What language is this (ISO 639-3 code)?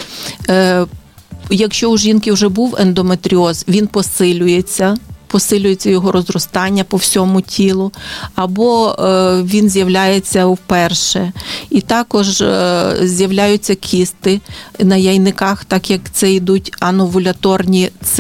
ukr